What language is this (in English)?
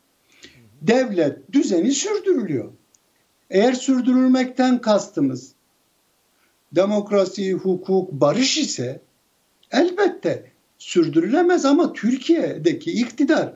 Turkish